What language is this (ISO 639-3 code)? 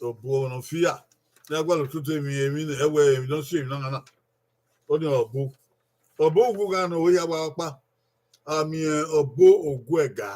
bin